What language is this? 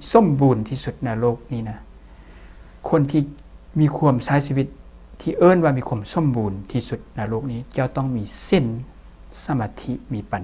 Lao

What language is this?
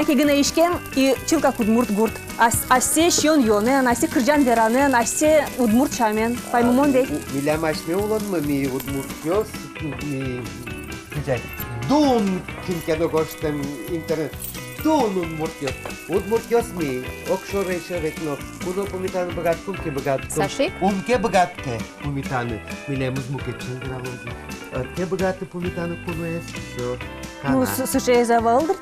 Udmurt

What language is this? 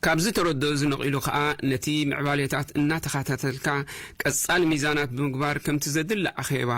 Tigrinya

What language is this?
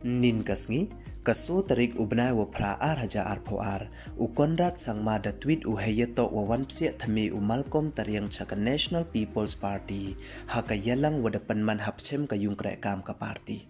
Pnar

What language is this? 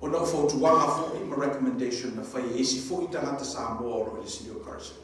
Samoan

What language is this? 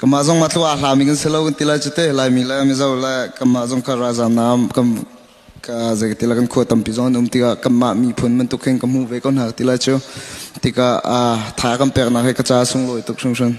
Hakha Chin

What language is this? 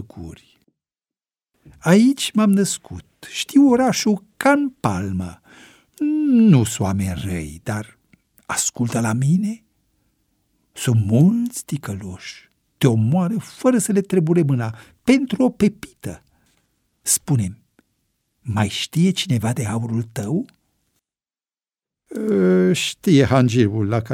Romanian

